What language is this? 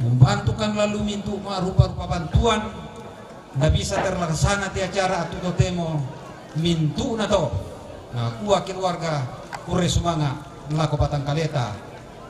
Toraja-Sa'dan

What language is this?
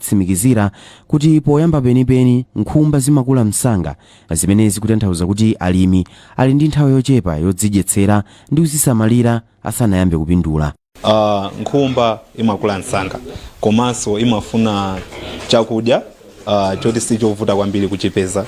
Nyanja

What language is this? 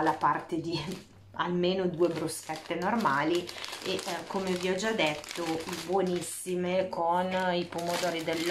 Italian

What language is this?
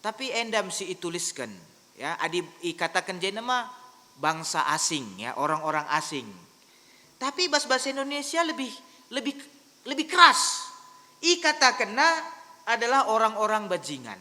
Batak Karo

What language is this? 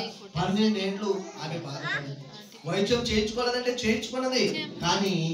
Telugu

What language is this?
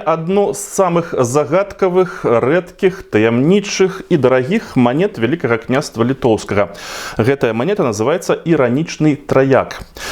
Belarusian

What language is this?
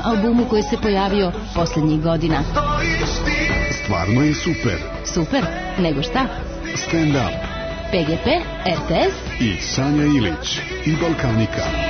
Serbian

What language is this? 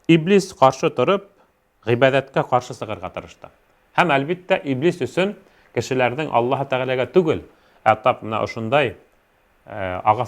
Bashkir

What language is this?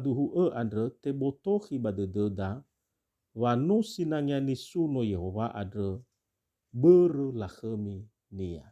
Nias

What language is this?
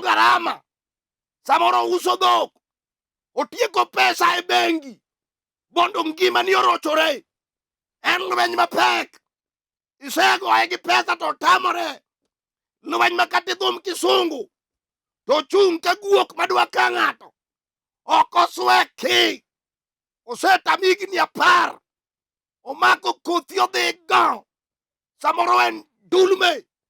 Luo (Kenya and Tanzania)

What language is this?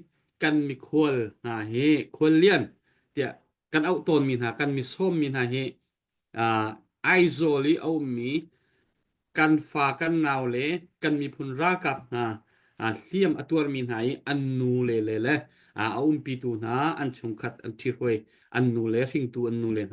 Hakha Chin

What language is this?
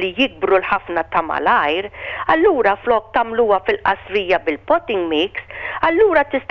Maltese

